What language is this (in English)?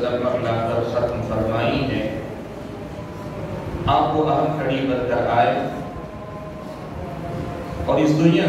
Urdu